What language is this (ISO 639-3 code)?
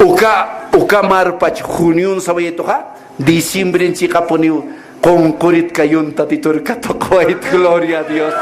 aym